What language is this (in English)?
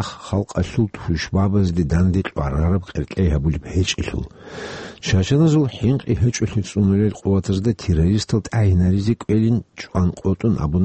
Avaric